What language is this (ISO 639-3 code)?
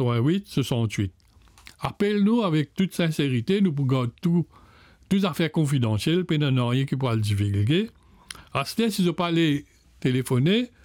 mfe